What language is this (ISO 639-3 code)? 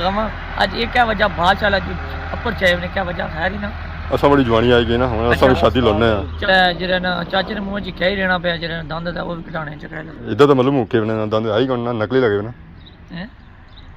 phr